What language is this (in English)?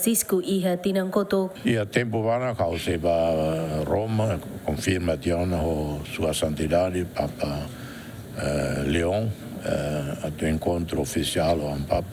Tetum